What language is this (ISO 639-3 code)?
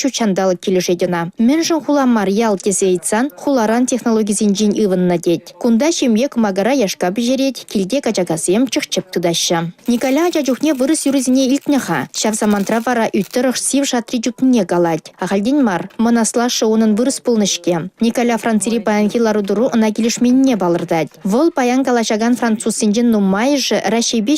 chv